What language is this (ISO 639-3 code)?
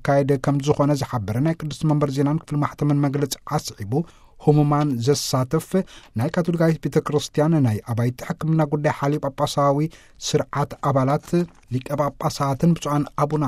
tir